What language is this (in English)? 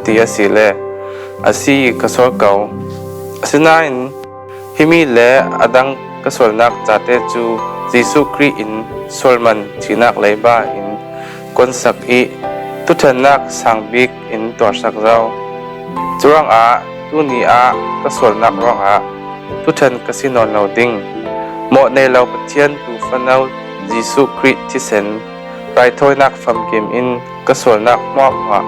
Falam Chin